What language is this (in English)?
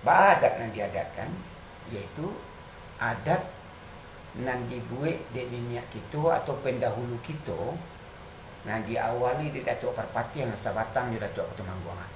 Minangkabau